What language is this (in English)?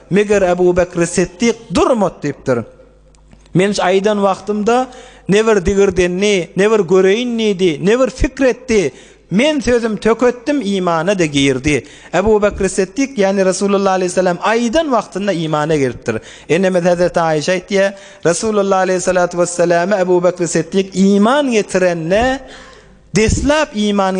Turkmen